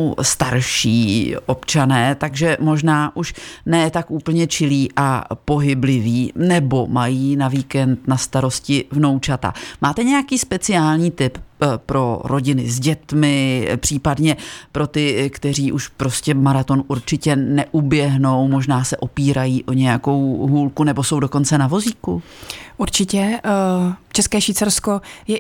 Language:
Czech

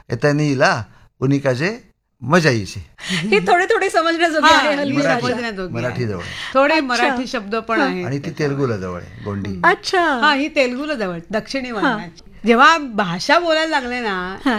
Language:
Marathi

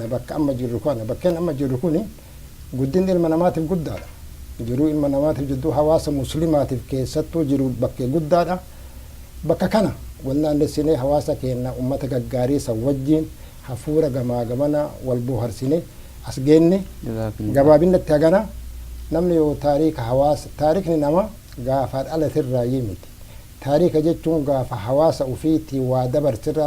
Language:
Oromo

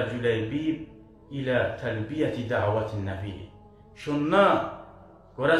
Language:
Kumyk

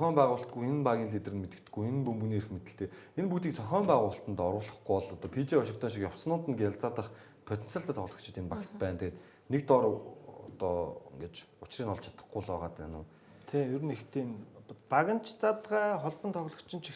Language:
Mongolian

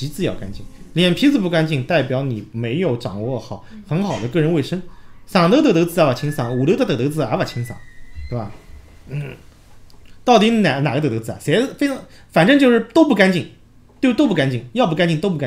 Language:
Chinese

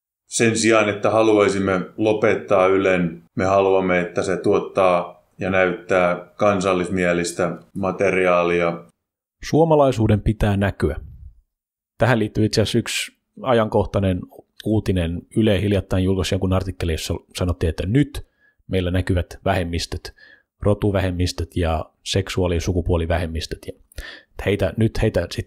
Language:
Finnish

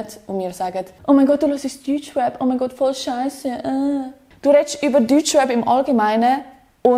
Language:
Swiss German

